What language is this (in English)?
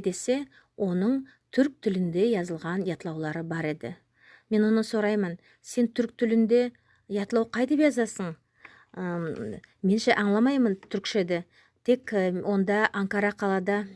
Nogai